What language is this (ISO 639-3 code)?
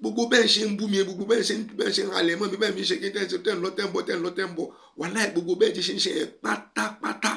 yor